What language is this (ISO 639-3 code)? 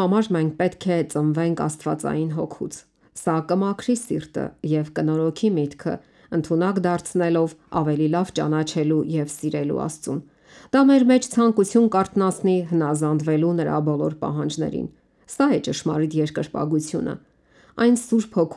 hye